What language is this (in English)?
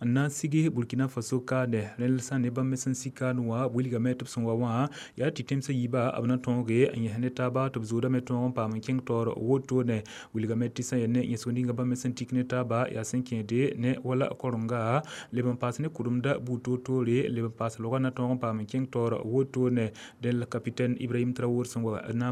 Mossi